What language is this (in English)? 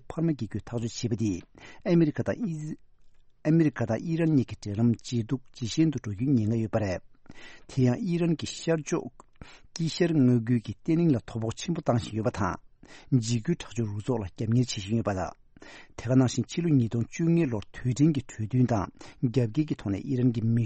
Tibetan